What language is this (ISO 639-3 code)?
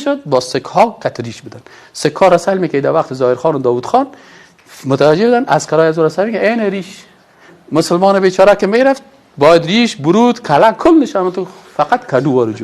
fas